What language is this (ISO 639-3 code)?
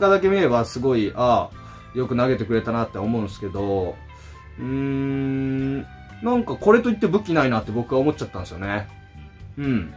jpn